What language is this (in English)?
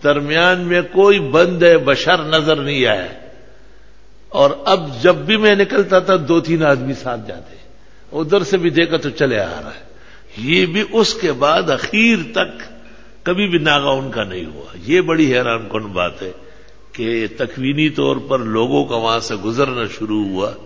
Urdu